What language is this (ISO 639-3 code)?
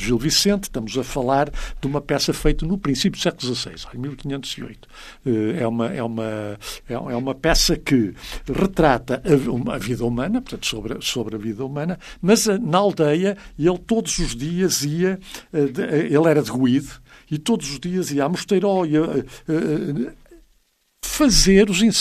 por